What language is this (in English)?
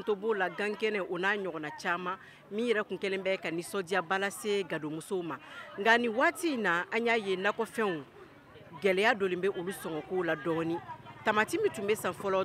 Bambara